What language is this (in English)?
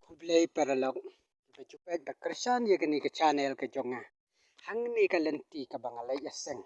Khasi